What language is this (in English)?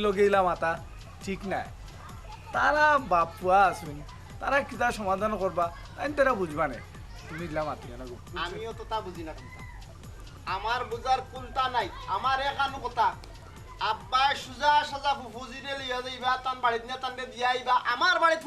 Sylheti